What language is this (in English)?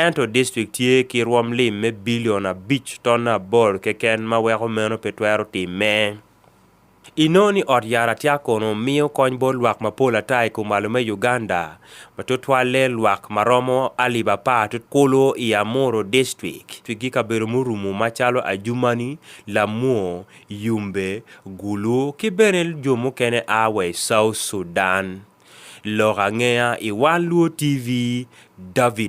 Acoli